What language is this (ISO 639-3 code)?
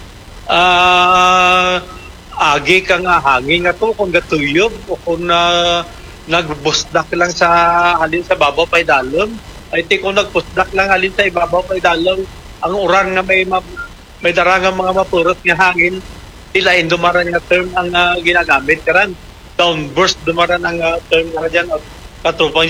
hil